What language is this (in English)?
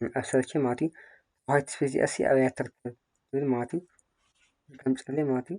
Tigrinya